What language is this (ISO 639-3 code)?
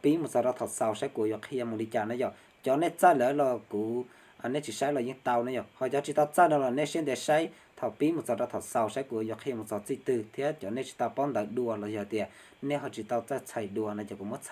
hmn